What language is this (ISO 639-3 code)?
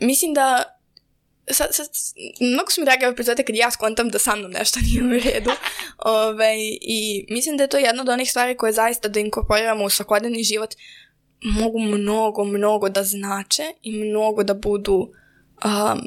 srp